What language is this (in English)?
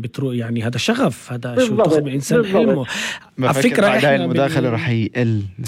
North Levantine Arabic